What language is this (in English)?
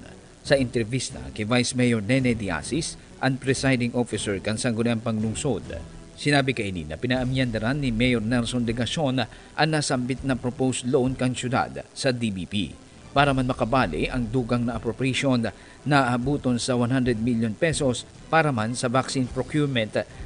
Bikol